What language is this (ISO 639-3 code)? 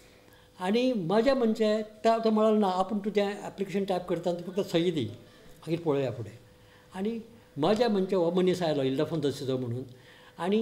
kok